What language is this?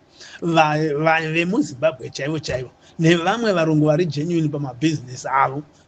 Shona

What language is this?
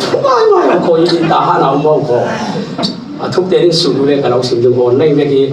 Falam Chin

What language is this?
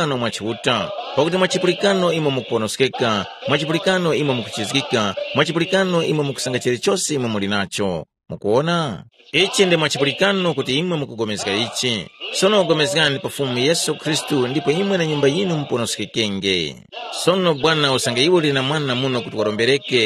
Tumbuka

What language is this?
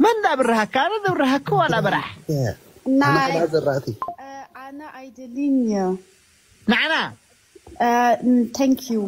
Tigrinya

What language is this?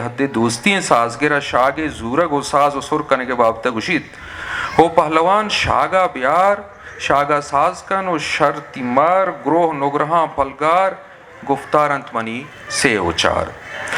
Eastern Balochi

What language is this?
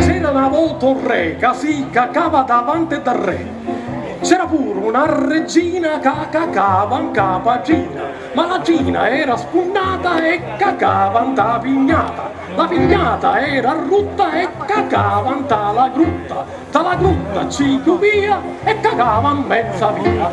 Sicilian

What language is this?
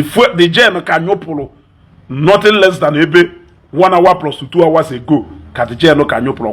Igbo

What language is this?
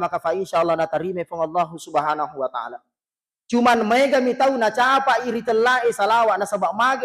Buginese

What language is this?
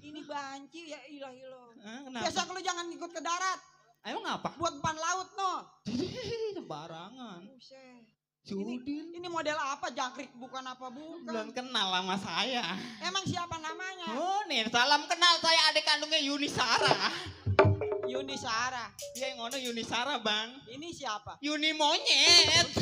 Betawi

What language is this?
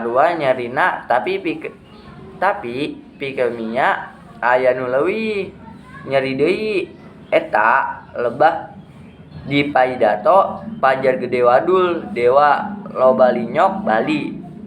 Sundanese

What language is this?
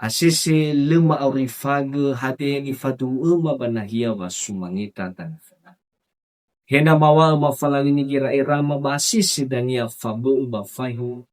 Nias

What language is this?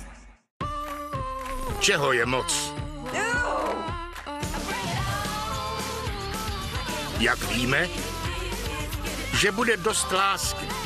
Czech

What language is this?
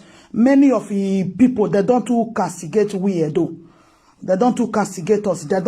Nigerian Pidgin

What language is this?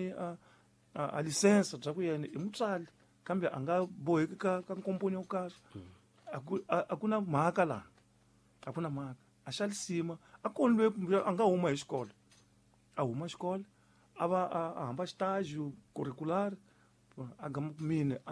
Tsonga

